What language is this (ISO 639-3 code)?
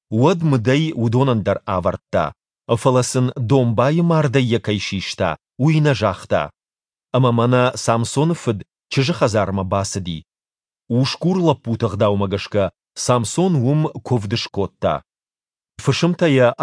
oss